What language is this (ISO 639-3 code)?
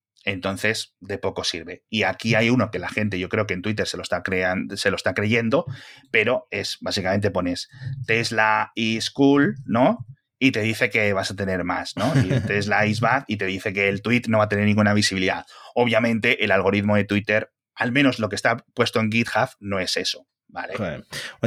spa